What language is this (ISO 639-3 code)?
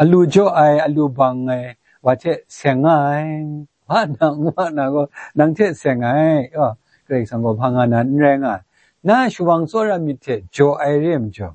kac